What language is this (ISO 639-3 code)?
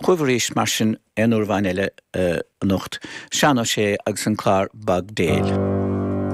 gle